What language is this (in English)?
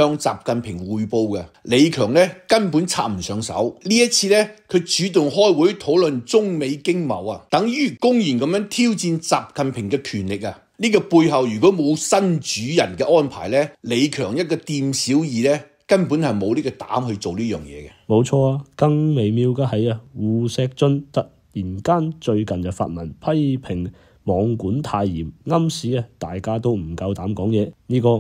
Cantonese